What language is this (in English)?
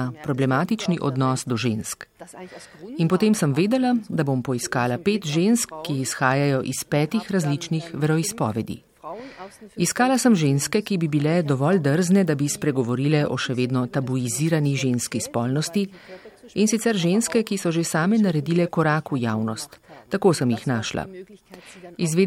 Slovenian